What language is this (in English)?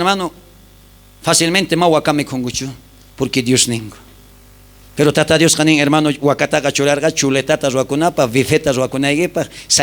South Bolivian Quechua